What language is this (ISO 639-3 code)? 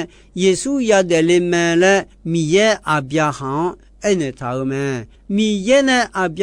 ahk